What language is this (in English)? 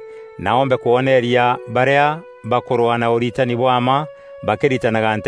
Meru